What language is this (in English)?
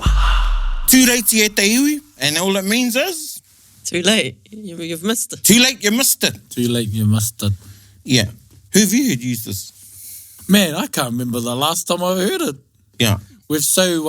Māori